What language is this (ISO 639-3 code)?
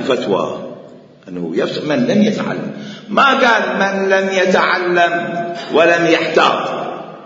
acm